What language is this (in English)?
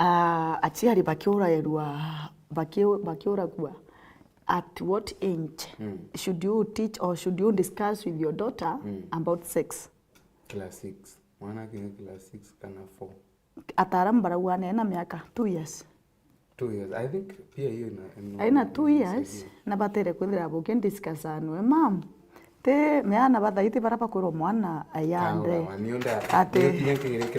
Meru